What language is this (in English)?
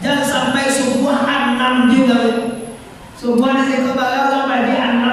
Minangkabau